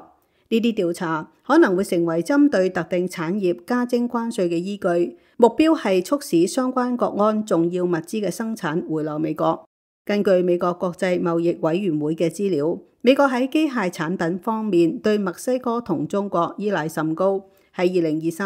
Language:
Cantonese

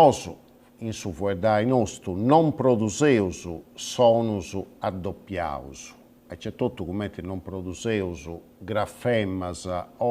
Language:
Sardinian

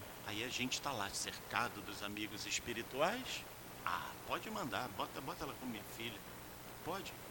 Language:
Portuguese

